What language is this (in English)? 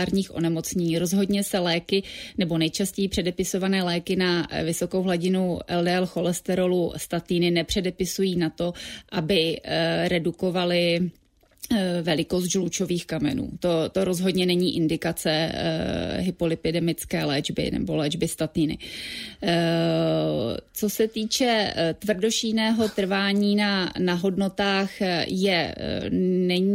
Czech